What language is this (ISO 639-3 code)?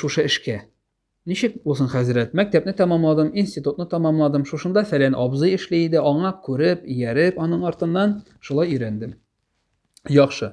tat